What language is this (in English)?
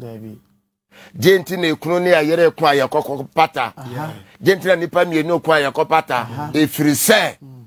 Akan